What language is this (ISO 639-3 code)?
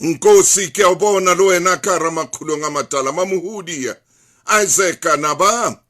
sot